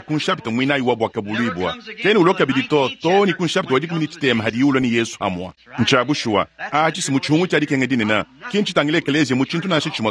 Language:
Luba-Lulua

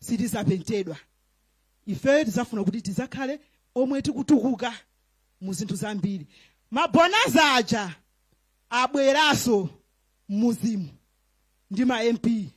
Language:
Nyanja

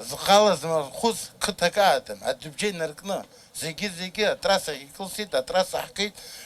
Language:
Abkhazian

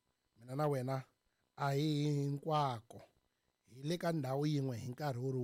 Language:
Tsonga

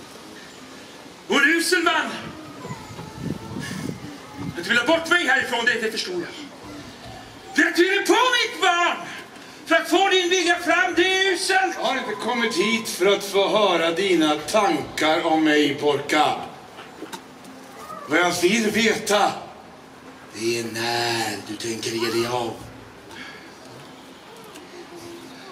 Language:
Swedish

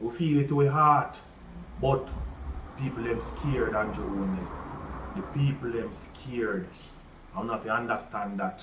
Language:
Jamaican Creole English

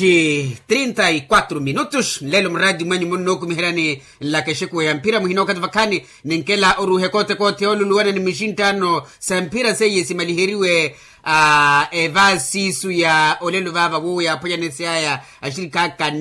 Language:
Makhuwa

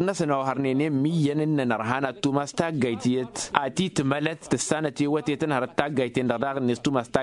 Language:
Tamasheq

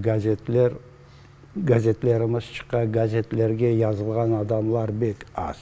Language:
Crimean Tatar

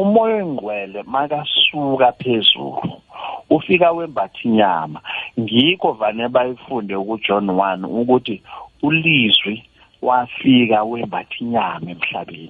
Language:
South Ndebele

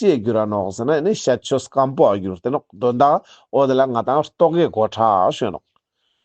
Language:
Ladakhi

